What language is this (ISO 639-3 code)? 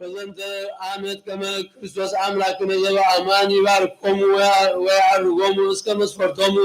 gez